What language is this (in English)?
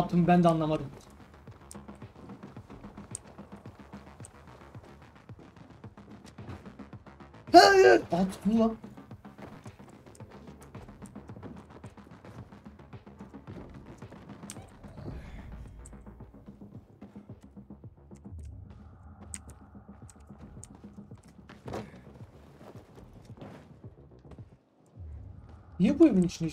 Turkish